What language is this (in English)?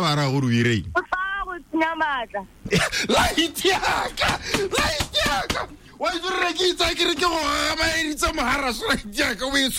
Tswana